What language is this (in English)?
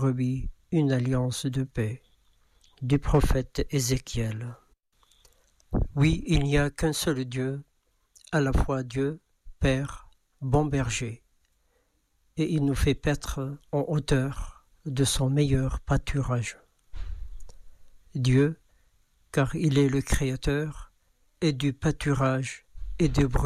French